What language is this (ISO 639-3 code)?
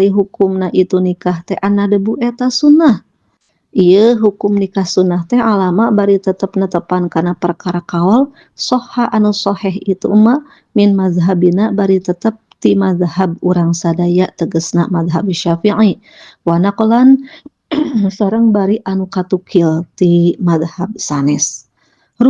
sun